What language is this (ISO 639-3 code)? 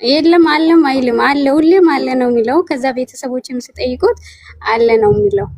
amh